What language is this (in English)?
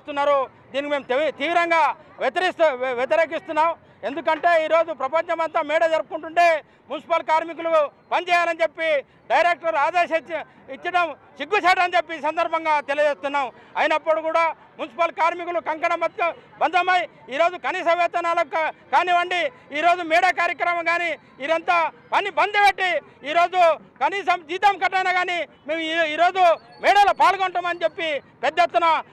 Telugu